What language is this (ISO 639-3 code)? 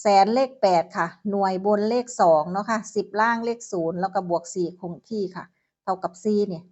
tts